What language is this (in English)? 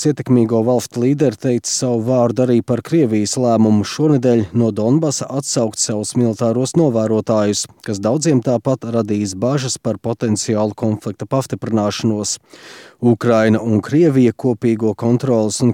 Latvian